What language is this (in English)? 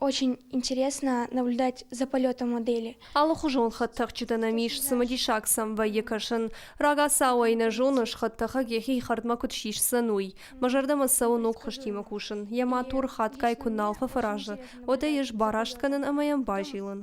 Ossetic